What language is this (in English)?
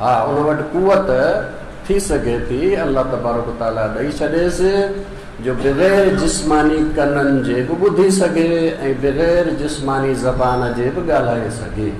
Sindhi